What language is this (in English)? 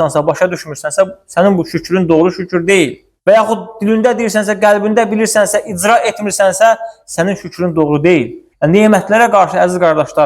Azerbaijani